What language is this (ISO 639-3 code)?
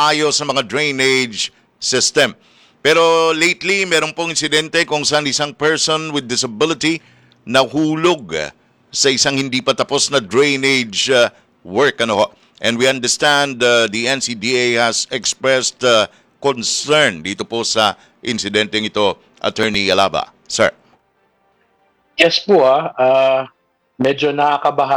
fil